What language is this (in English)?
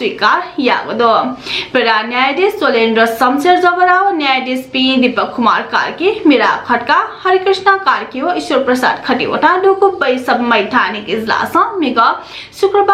Newari